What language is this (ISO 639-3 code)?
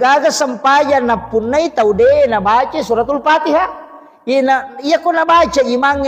bug